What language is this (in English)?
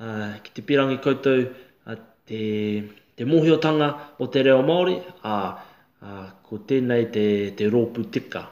Māori